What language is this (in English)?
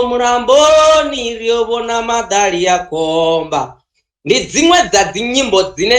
Venda